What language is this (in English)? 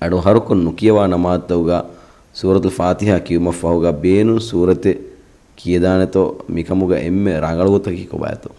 Divehi